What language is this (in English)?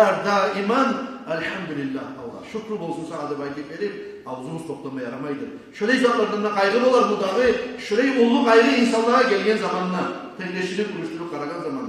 Kumyk